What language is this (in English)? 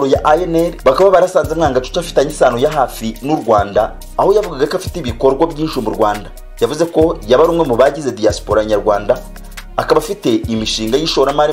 Kinyarwanda